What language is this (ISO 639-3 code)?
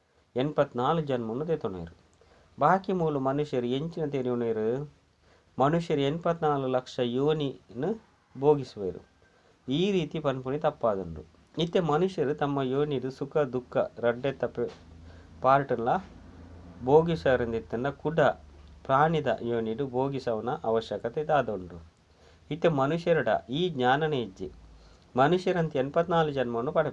tcy